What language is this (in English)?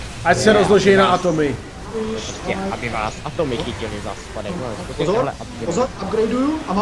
Czech